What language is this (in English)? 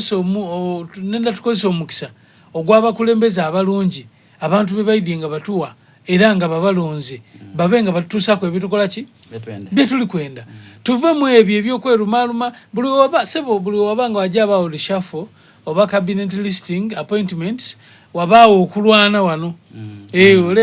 Soga